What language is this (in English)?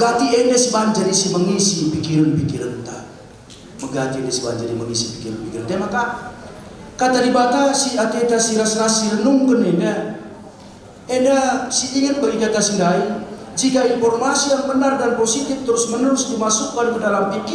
Batak Karo